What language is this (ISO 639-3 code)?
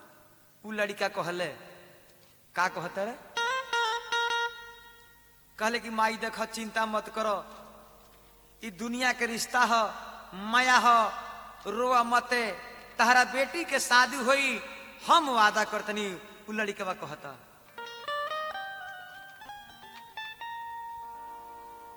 bho